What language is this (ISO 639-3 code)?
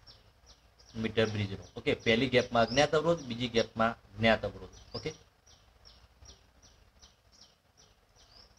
guj